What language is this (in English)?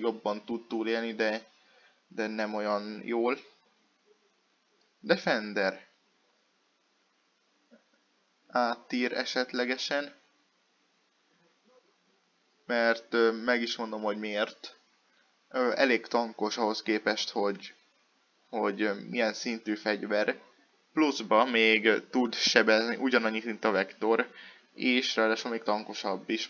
Hungarian